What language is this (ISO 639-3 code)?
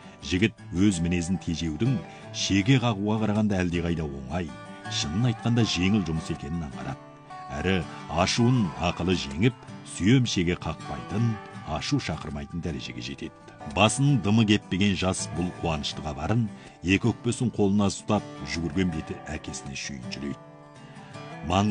kaz